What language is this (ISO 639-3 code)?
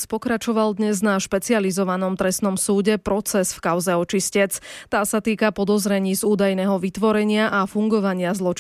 slk